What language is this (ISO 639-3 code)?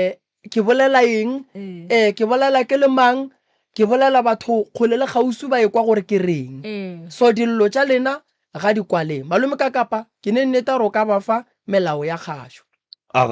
nso